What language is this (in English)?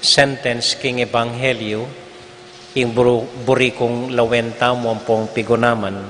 Pampanga